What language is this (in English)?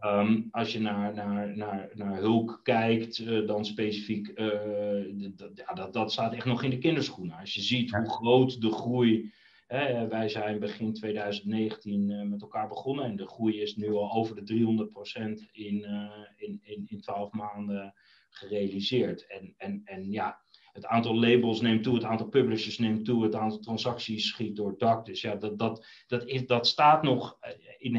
Dutch